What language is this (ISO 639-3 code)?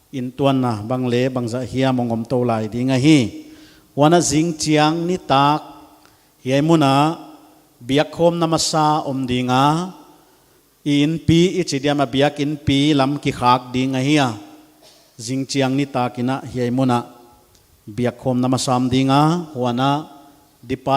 pck